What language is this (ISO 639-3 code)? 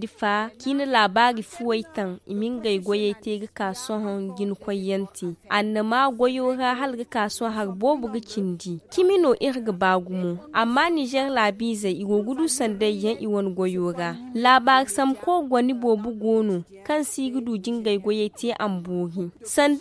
dje